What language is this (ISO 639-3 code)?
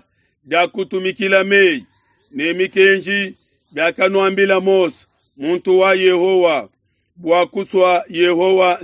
lua